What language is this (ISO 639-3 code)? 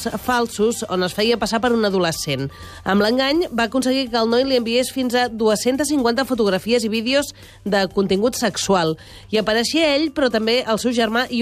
cat